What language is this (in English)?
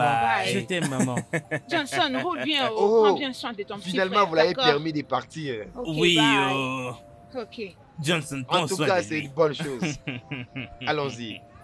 French